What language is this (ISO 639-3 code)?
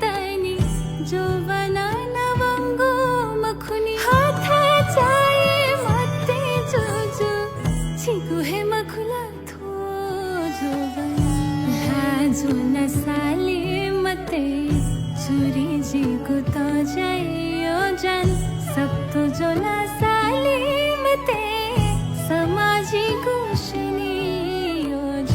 new